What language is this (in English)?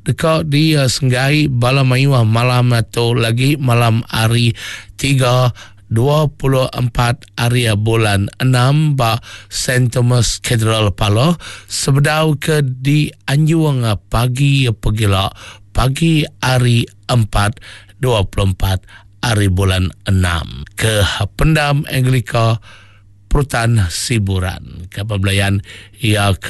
Iban